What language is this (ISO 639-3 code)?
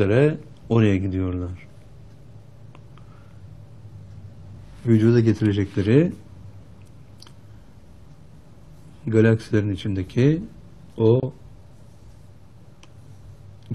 tur